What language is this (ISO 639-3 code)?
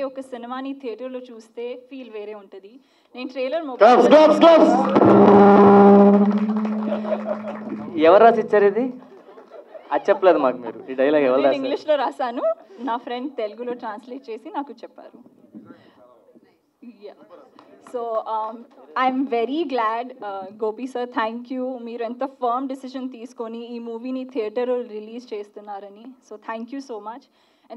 tel